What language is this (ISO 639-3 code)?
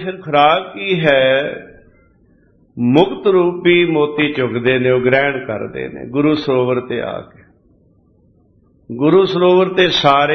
pan